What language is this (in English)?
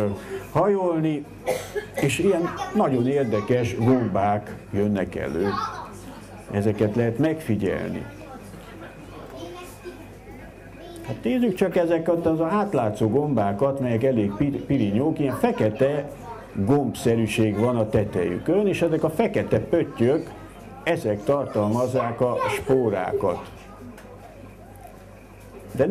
Hungarian